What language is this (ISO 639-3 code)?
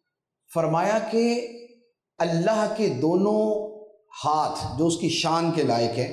urd